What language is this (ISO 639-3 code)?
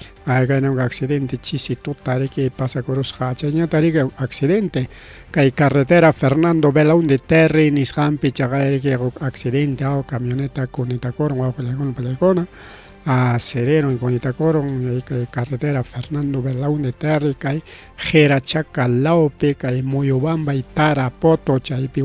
quy